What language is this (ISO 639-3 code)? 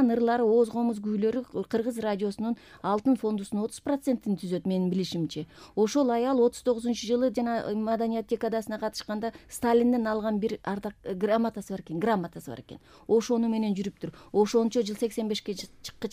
kir